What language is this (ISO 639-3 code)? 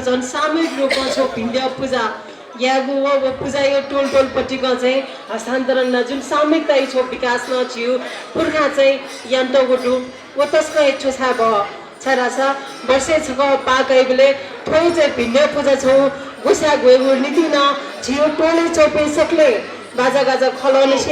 new